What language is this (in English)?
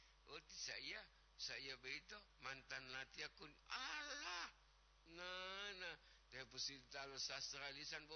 Gorontalo